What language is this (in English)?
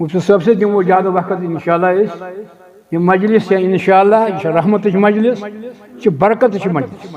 Kashmiri